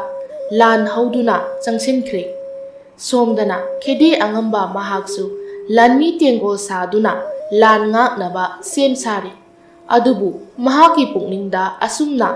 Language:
Manipuri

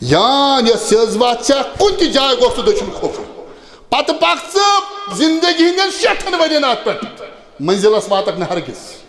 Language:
Kashmiri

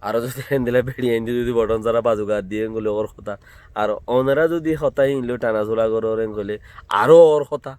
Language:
Rohingya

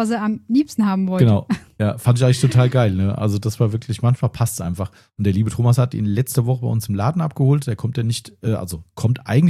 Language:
German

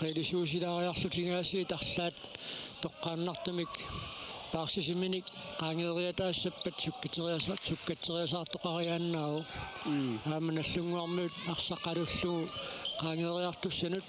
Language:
Kalaallisut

